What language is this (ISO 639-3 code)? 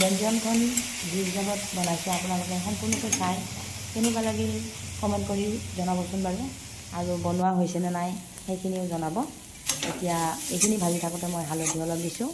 asm